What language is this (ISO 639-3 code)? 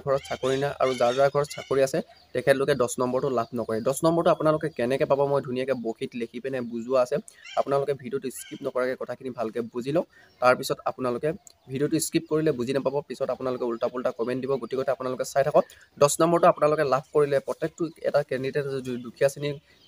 asm